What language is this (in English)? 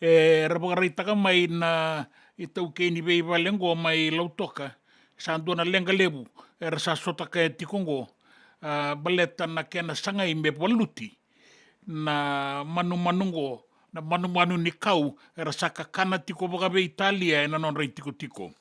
Fijian